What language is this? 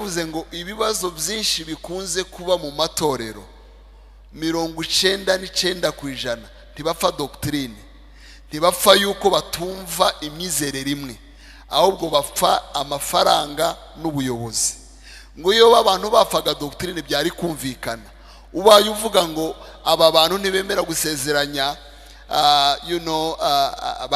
Kinyarwanda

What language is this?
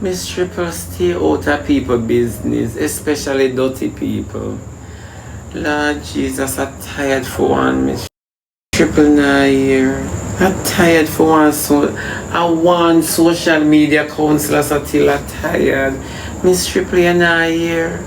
Jamaican Creole English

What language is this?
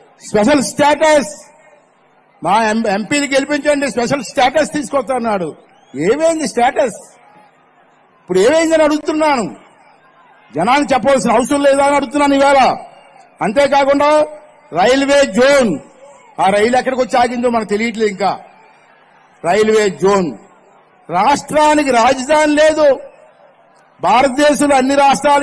Telugu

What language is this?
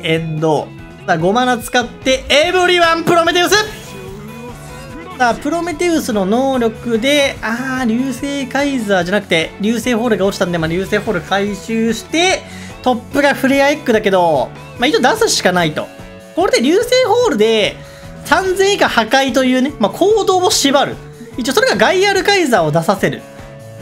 Japanese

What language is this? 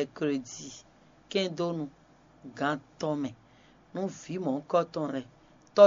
Fon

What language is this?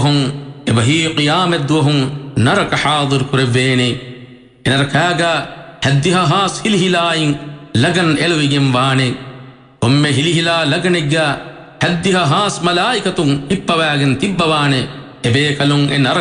Divehi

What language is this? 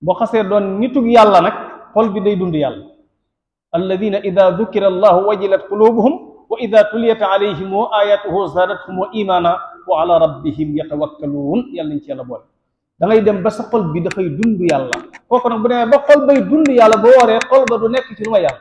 Wolof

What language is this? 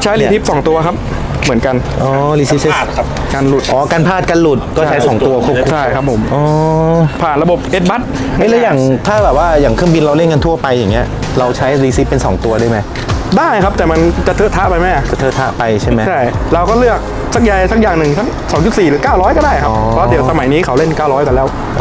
Thai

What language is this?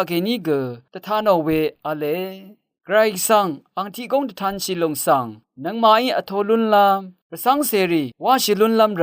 Rawang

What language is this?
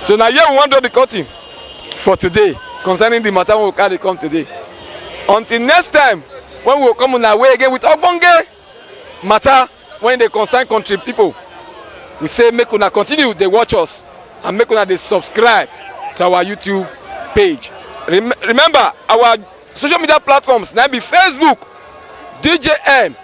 Nigerian Pidgin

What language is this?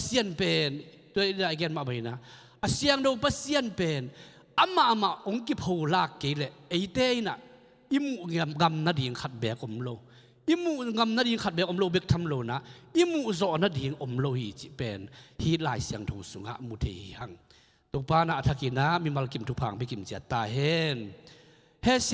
Tedim Chin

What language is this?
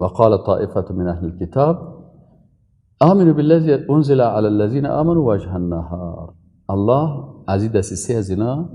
Persian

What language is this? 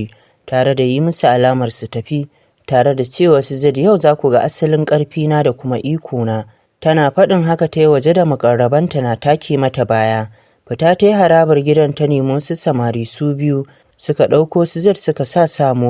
Hausa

